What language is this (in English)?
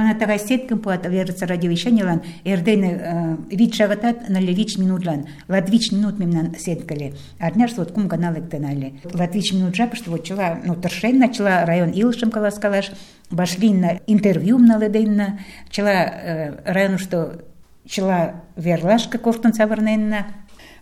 Mari